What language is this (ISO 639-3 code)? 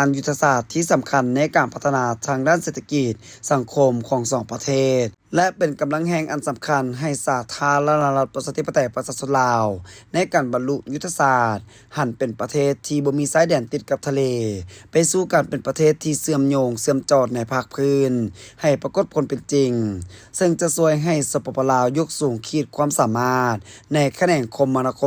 lao